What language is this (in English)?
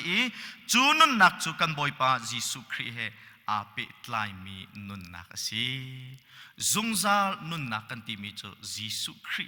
Hakha Chin